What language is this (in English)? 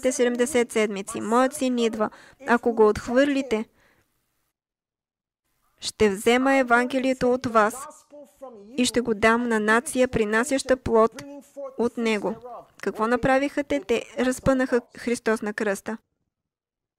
Bulgarian